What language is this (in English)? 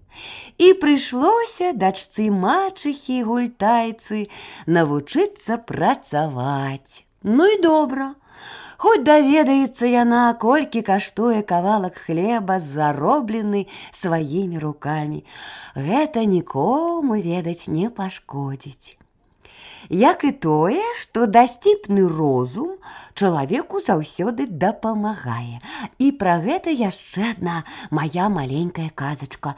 Belarusian